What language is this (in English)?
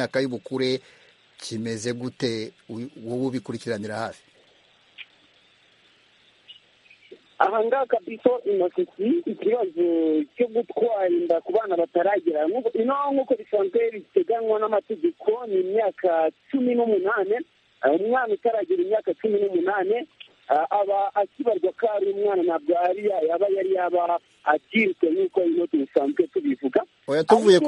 Kinyarwanda